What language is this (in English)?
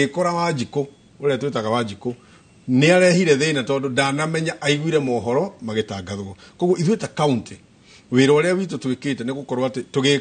Kikuyu